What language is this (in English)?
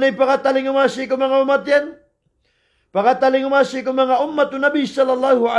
Maranao